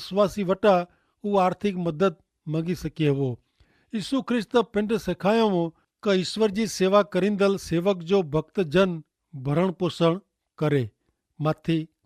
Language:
Kachhi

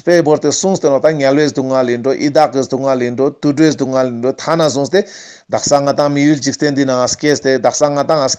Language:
Ladakhi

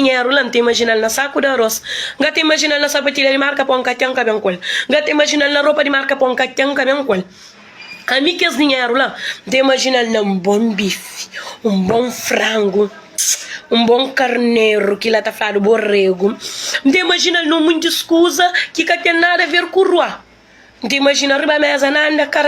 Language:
Kabuverdianu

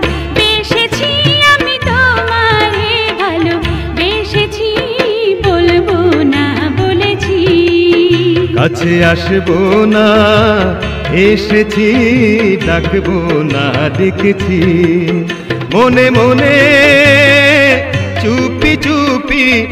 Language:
Bangla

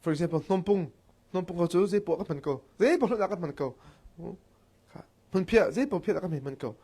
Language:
Hakha Chin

